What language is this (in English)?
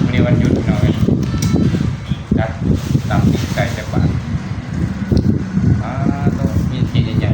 Lao